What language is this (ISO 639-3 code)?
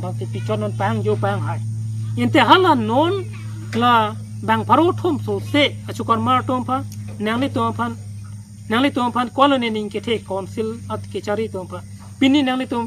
mjw